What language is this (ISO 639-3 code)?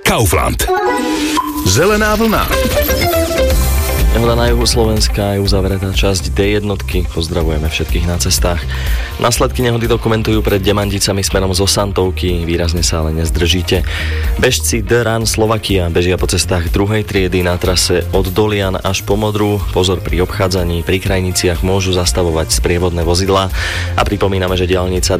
slk